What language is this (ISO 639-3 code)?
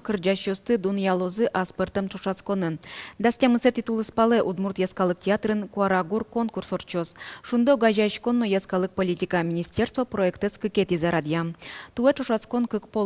udm